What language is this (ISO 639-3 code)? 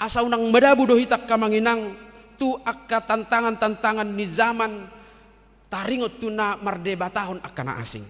bbc